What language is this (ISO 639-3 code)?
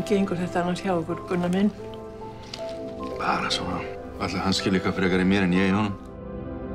isl